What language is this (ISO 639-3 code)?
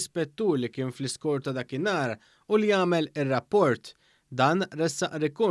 mlt